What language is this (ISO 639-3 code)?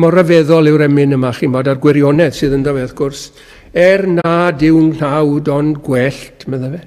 cym